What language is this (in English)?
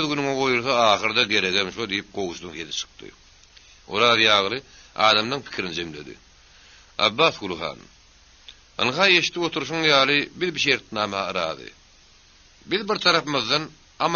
Turkmen